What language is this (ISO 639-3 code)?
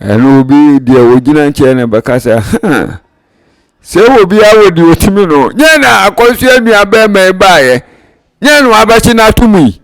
aka